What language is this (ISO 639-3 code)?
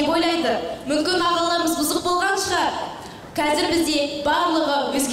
kaz